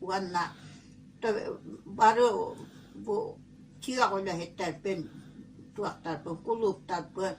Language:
Yakut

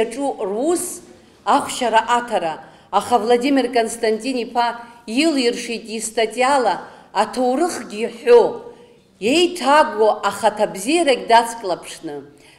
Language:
Abkhazian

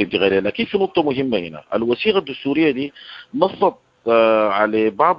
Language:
Sudanese Arabic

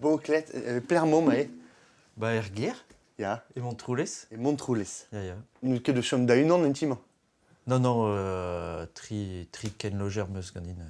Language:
Breton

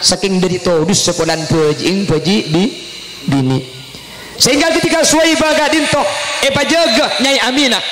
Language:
Madurese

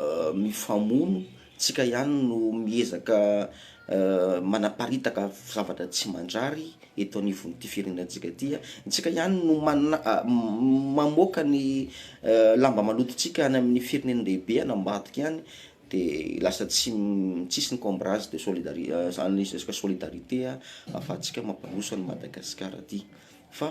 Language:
Malagasy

